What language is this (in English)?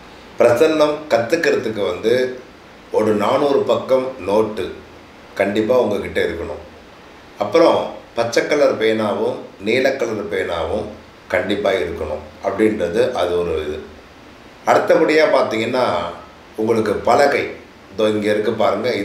Tamil